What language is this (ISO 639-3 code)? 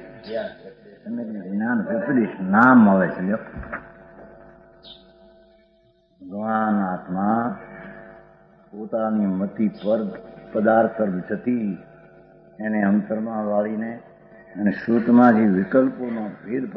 guj